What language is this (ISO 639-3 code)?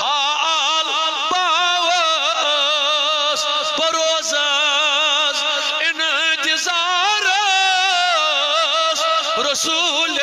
kas